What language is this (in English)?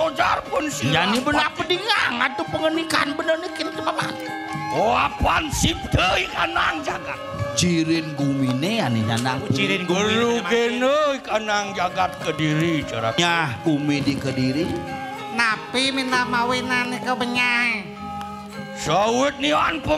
Balinese